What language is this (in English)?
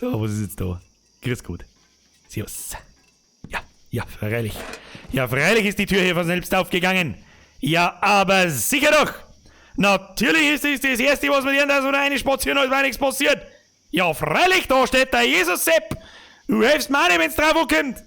Bavarian